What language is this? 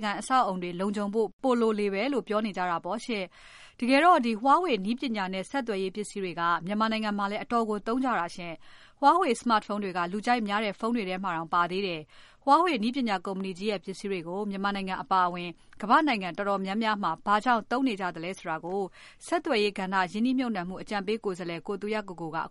Burmese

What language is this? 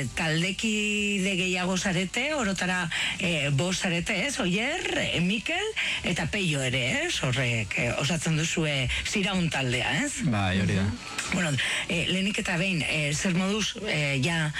Basque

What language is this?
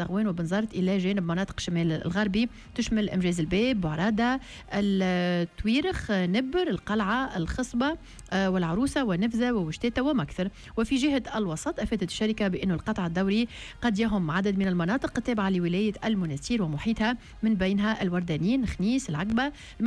Tunisian Arabic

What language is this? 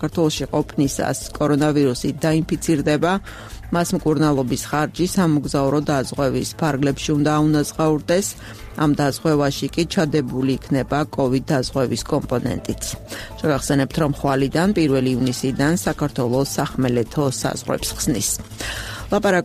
Georgian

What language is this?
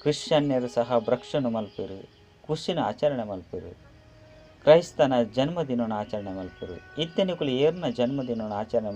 Tulu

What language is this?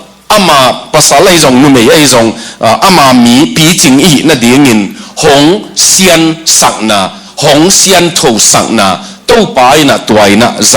Tedim Chin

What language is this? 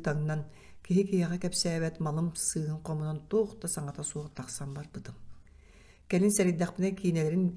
Yakut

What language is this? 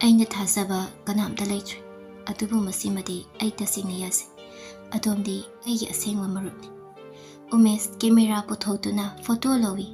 Manipuri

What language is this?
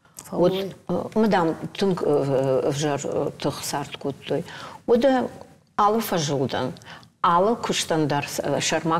Ossetic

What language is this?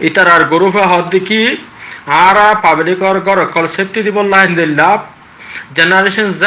Rohingya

